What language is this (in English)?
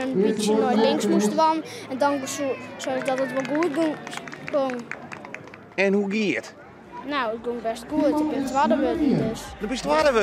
Western Frisian